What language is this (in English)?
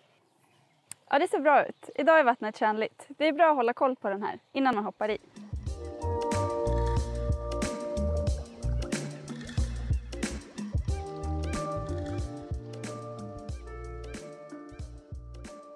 Swedish